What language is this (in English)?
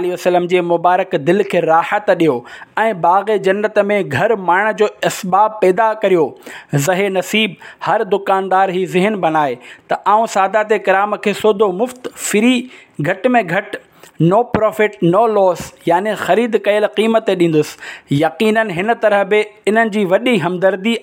Sindhi